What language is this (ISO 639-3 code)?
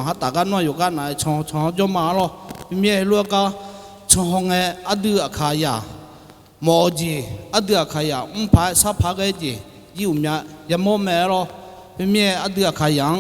ahk